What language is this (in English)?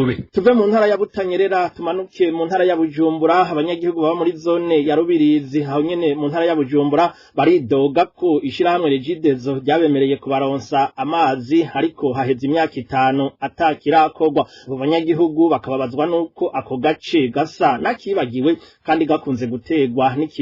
Rundi